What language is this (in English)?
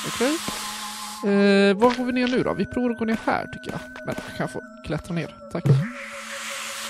Swedish